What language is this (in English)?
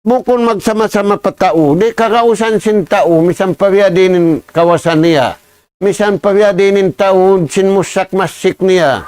Tausug